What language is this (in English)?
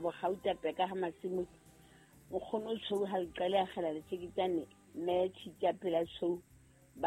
Southern Sotho